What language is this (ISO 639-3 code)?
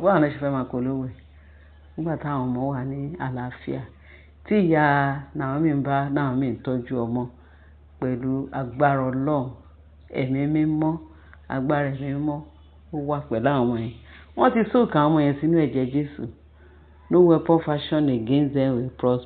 yor